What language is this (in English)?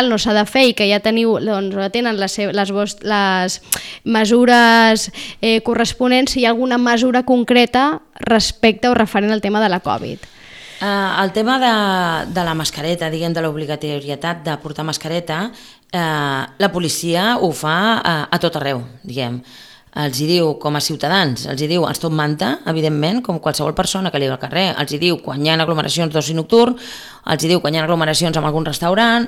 Catalan